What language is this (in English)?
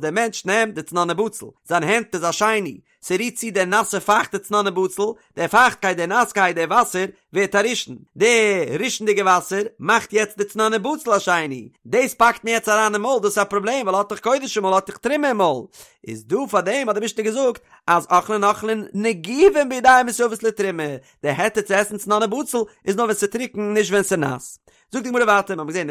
Yiddish